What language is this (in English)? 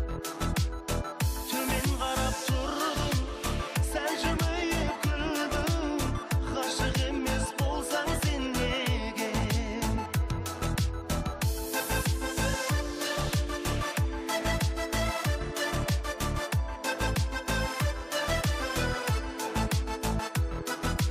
Kazakh